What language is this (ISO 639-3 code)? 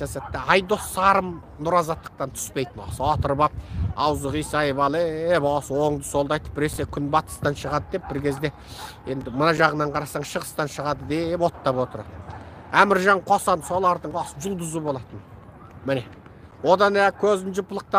kaz